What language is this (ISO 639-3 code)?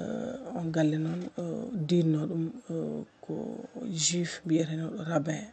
ful